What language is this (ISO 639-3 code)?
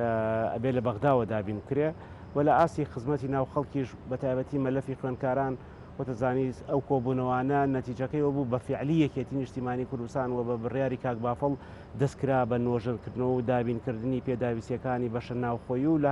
ckb